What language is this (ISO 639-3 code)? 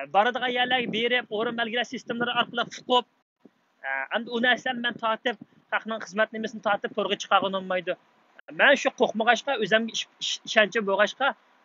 uig